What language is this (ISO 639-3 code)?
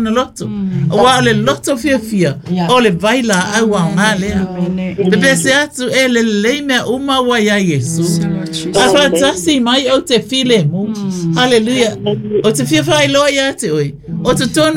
smo